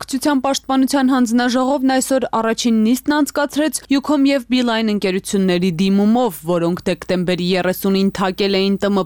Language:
Armenian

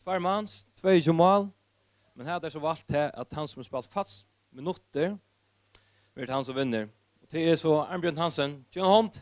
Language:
Faroese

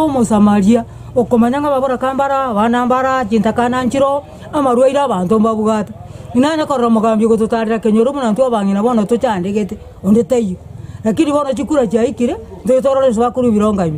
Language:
Gusii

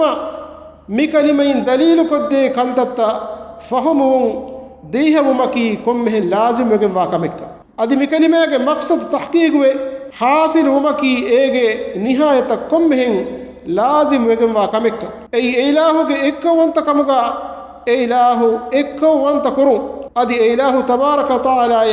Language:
Divehi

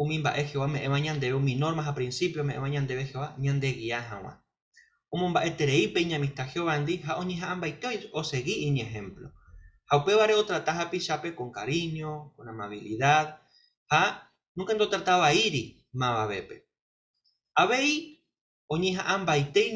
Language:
Guarani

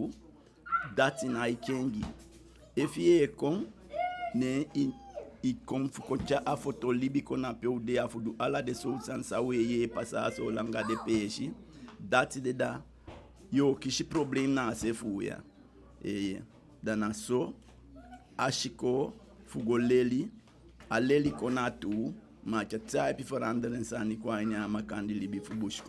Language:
Eastern Maroon Creole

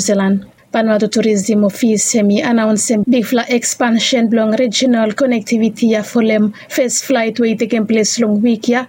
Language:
Bislama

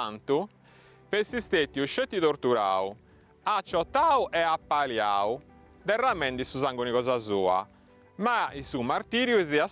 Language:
Sardinian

